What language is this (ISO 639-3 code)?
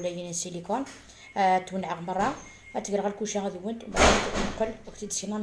arq